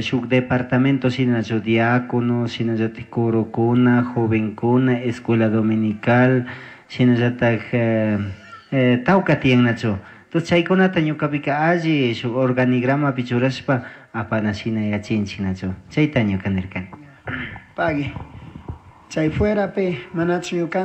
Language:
Chimborazo Highland Quichua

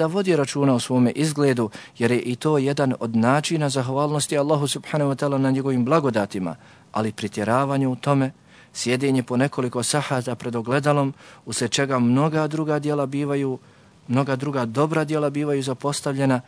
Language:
Bosnian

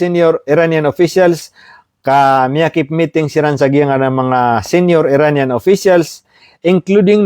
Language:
Maranao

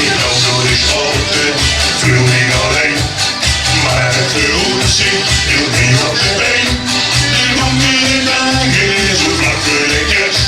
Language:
Limburgish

